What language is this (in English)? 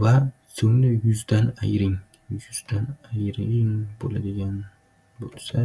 Uzbek